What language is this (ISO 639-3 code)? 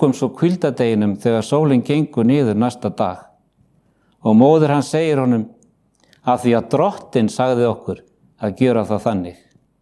isl